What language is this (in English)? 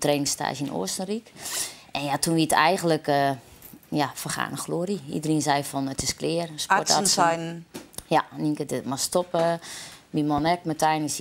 Western Frisian